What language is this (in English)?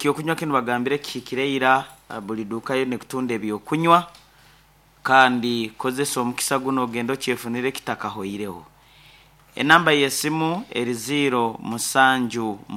Nyankole